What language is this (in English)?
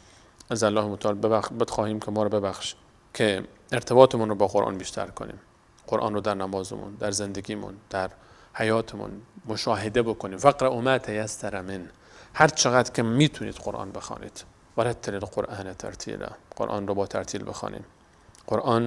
Persian